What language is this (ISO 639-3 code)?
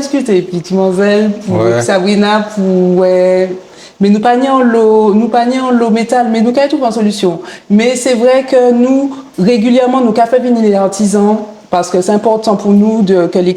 gcf